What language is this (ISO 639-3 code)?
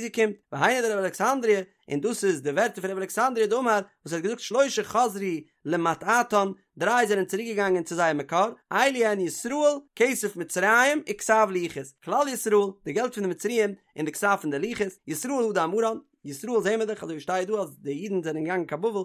yid